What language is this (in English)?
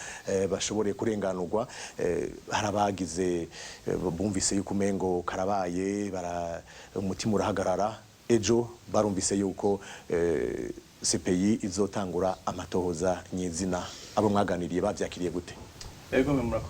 Rundi